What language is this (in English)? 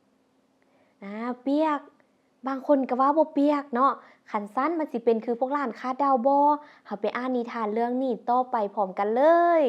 Lao